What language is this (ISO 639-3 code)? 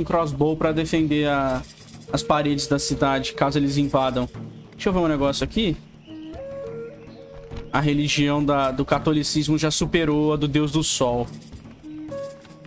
por